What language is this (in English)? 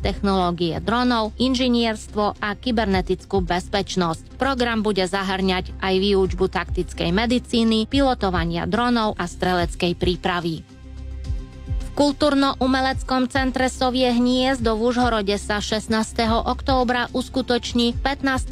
Slovak